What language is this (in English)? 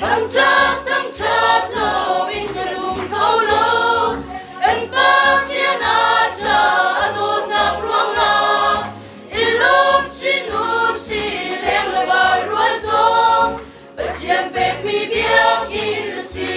Hakha Chin